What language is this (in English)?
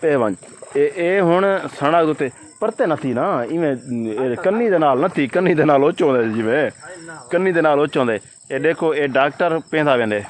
Saraiki